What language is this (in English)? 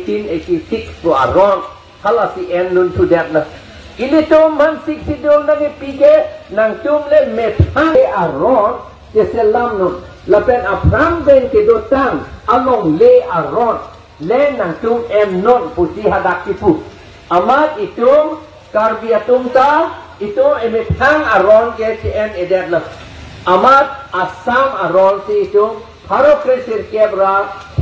Karbi